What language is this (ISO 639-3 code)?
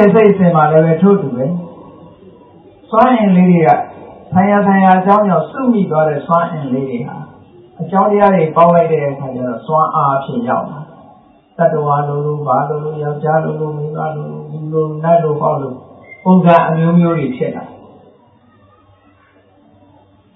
mya